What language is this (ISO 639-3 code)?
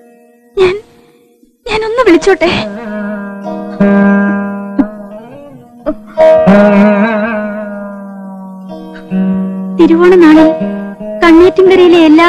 mal